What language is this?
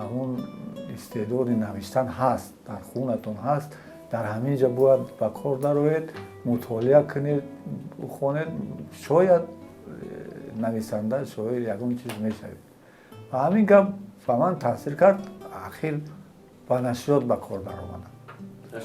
Tajik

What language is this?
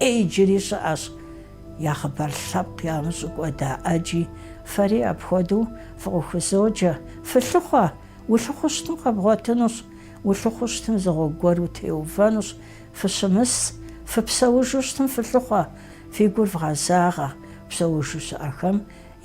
Kabardian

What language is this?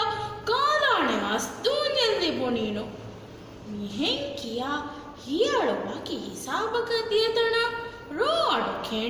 Divehi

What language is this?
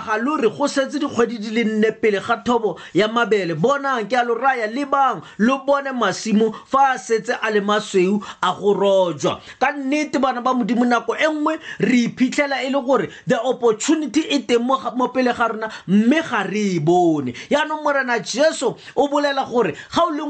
Tswana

